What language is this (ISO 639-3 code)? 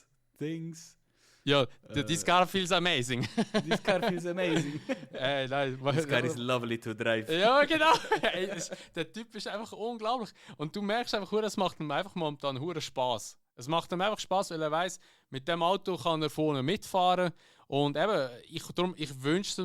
gsw